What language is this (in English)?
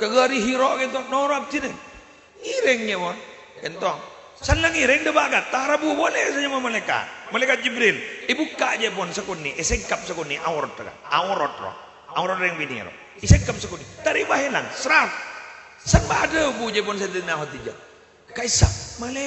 Madurese